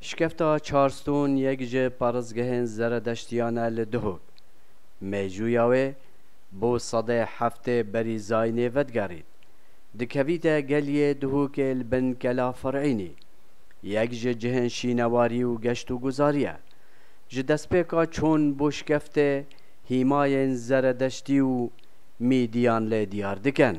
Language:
Kurdish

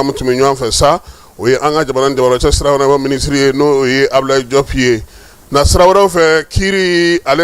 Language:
Bambara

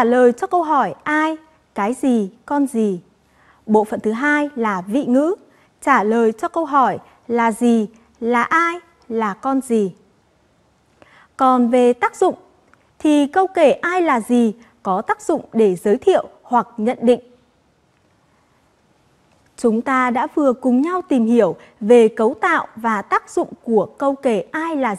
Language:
Vietnamese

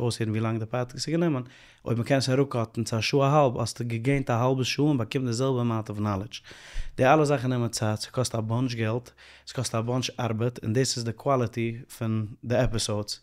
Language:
Yiddish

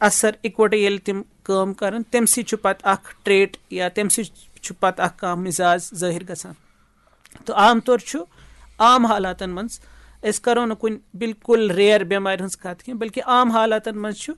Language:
Kashmiri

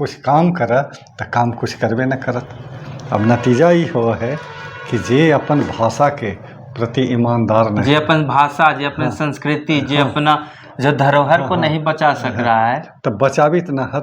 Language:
Magahi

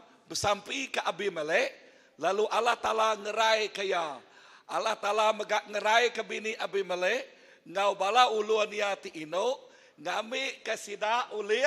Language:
Iban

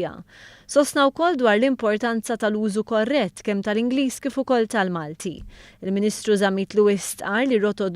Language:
Maltese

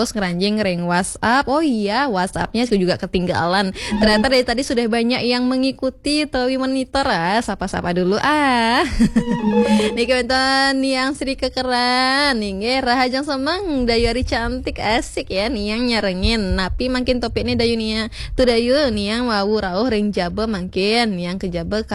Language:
Balinese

